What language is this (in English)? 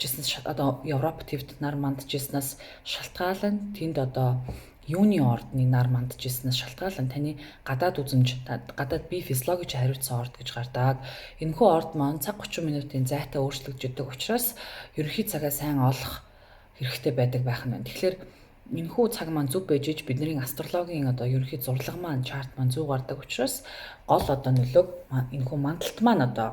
Mongolian